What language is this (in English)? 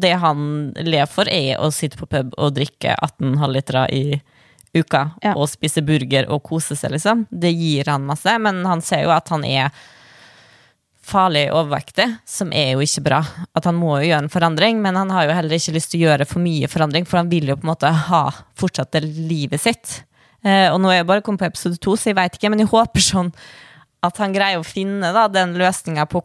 Norwegian